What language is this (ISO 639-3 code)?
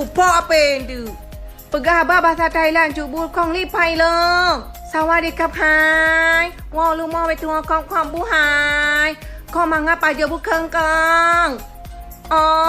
ace